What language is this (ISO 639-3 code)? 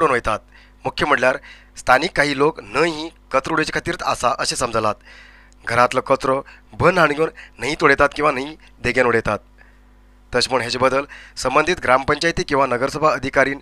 kok